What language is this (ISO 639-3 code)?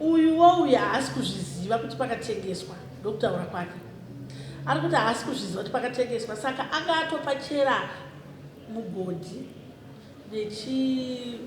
sna